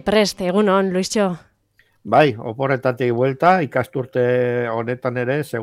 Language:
Basque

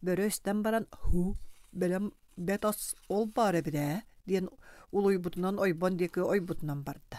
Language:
Yakut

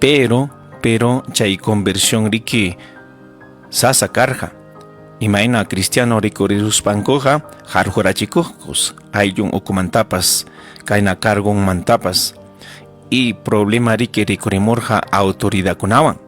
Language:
Ayacucho Quechua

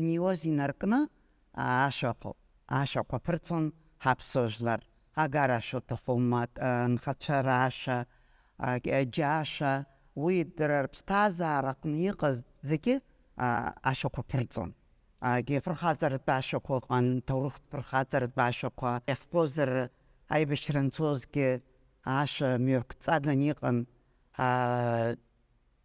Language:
Abkhazian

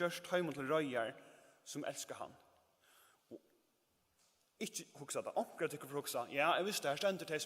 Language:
Faroese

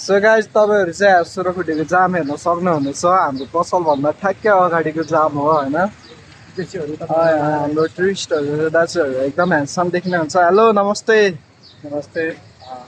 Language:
Nepali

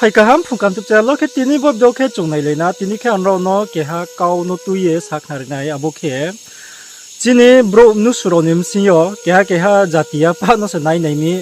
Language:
Riang (India)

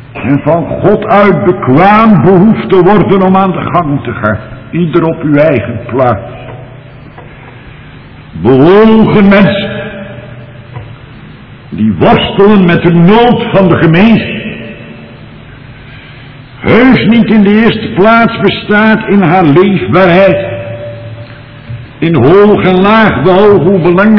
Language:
Dutch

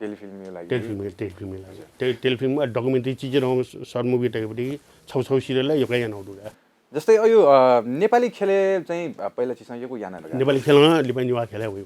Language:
Newari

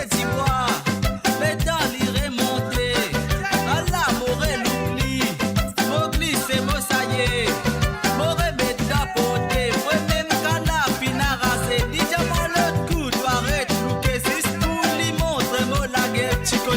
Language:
Morisyen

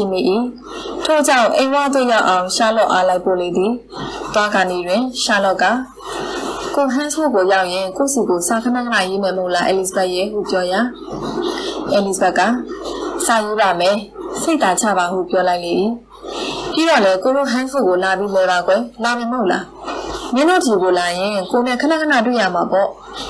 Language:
Burmese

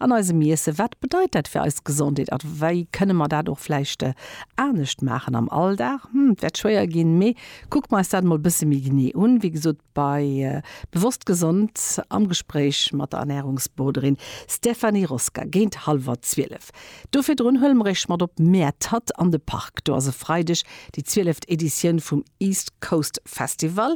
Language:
Luxembourgish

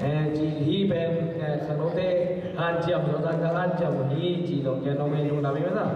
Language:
Tedim Chin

